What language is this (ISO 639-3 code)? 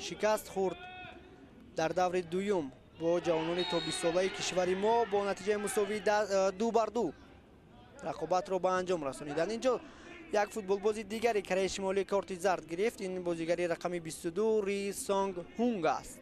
tgk